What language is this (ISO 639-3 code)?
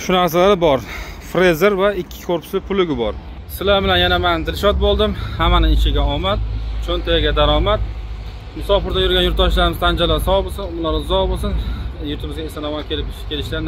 uzb